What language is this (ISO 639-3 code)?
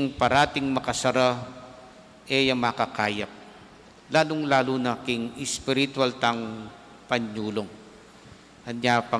pam